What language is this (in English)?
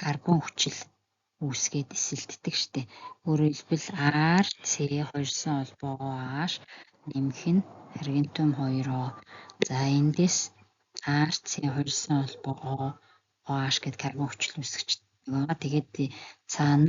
Mongolian